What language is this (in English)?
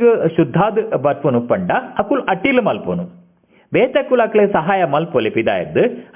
Tulu